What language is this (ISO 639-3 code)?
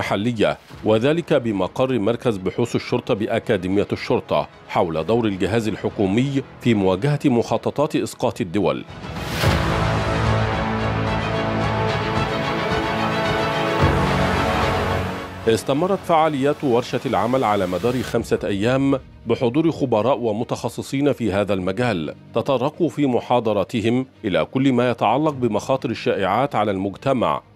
ara